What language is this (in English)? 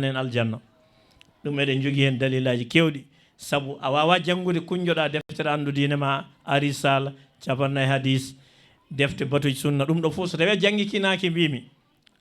Fula